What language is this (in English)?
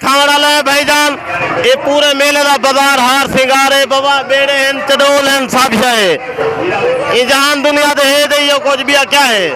Saraiki